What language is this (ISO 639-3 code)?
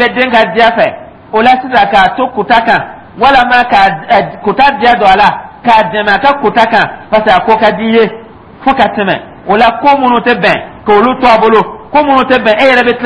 dyu